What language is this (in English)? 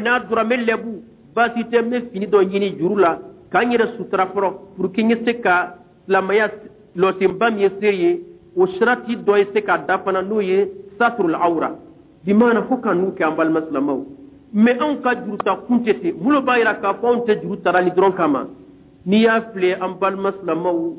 Bambara